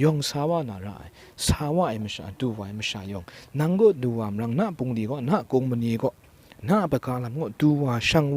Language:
Kachin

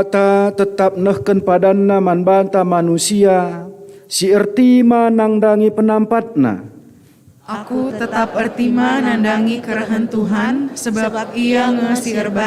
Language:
Batak Karo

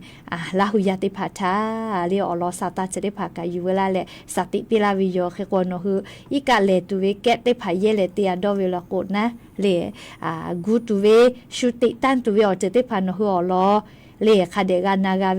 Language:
Lahu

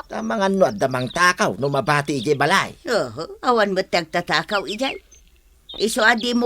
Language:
Iloko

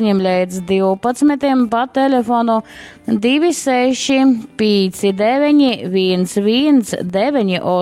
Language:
Latgalian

